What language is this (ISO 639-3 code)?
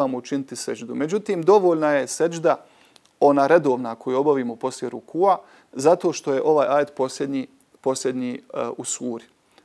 bos